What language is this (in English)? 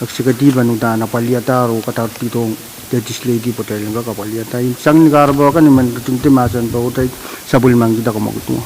Pohnpeian